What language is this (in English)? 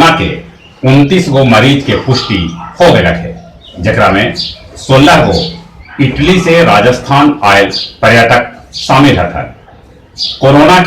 Magahi